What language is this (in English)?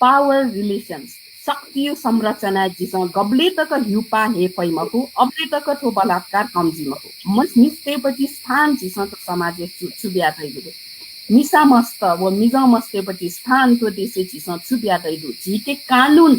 Newari